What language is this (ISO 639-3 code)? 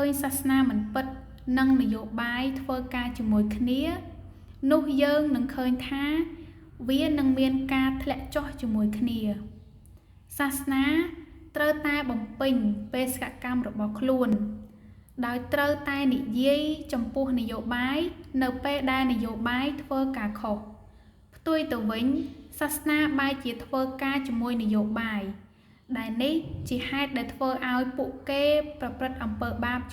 khm